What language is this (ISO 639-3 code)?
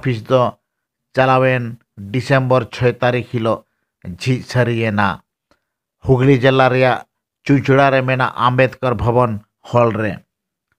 sat